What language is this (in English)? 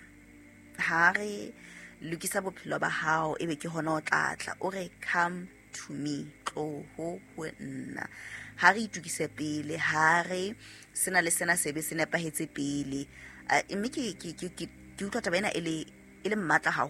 Southern Sotho